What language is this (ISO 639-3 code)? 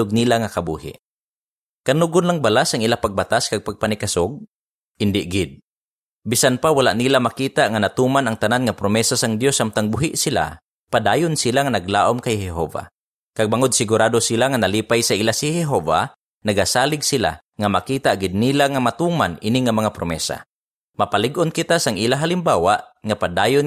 hil